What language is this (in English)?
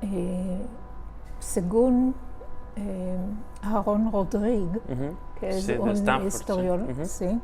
Ladino